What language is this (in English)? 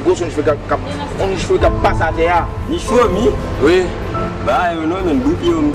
Haitian Creole